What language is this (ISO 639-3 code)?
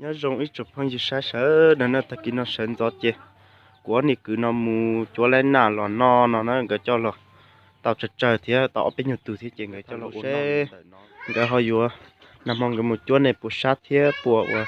hmn